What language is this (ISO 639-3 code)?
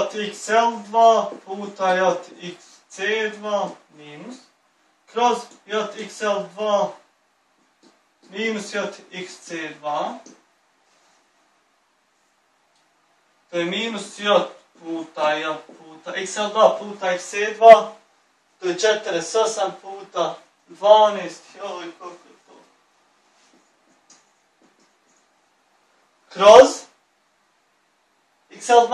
bos